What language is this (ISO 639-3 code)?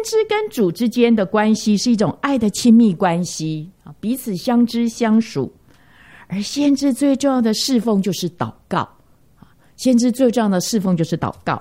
zho